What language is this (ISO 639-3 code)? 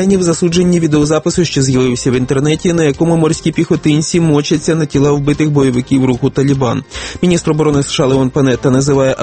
ukr